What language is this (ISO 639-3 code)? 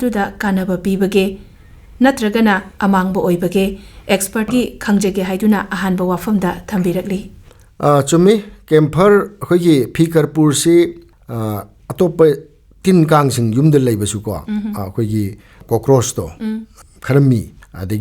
mni